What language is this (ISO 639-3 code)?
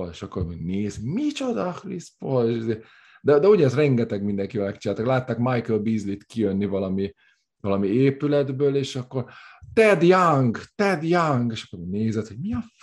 hun